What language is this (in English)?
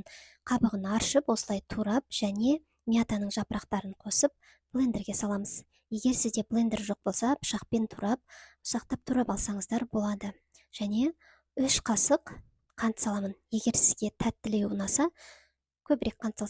Kazakh